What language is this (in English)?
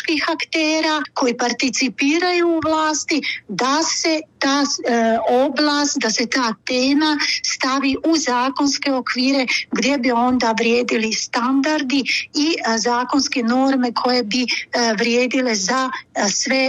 Bosnian